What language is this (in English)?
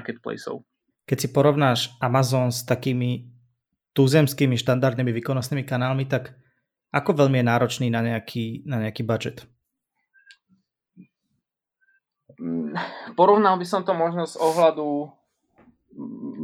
Slovak